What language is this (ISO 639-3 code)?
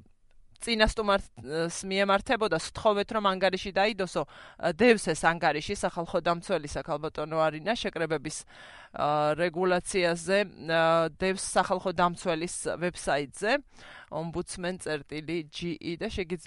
kat